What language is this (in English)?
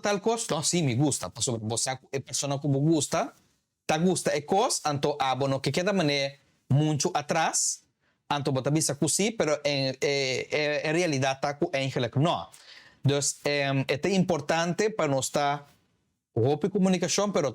Papiamento